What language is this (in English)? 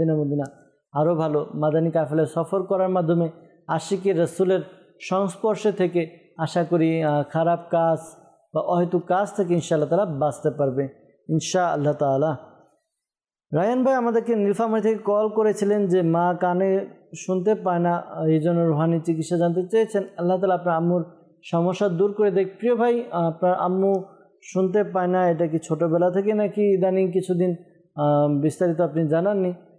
Bangla